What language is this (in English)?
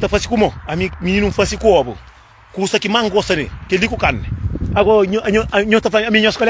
Kabuverdianu